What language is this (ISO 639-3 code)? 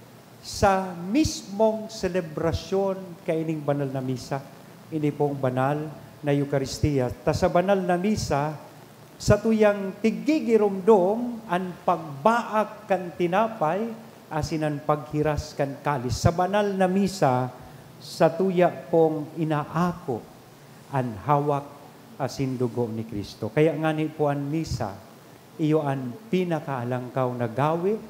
bik